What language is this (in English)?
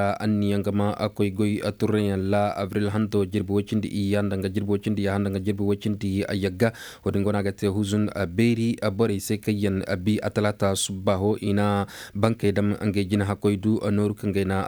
Koyraboro Senni